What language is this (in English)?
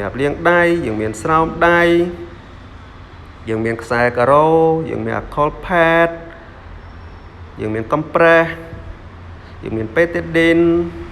Khmer